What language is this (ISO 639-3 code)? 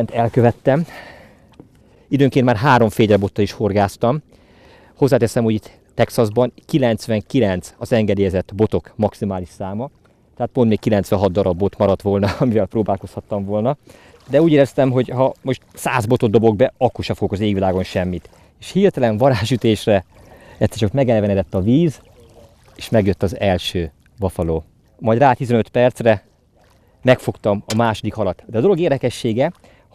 hun